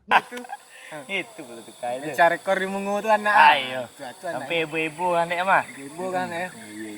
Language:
Minangkabau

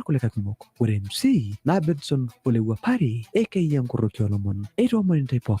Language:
Masai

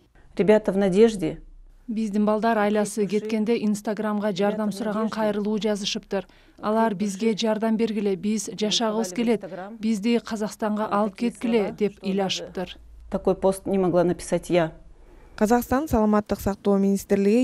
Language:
Kyrgyz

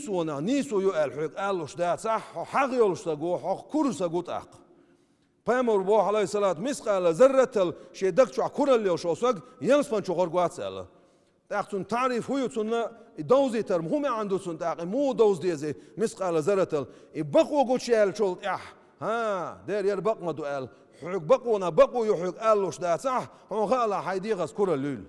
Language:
Chechen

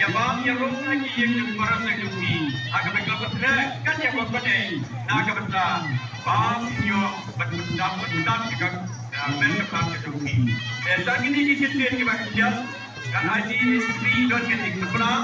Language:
Khasi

